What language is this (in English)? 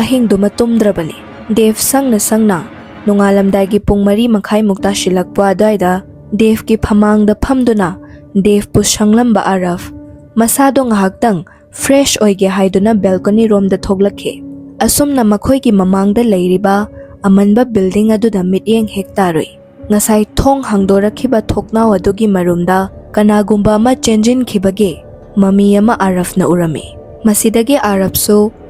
Manipuri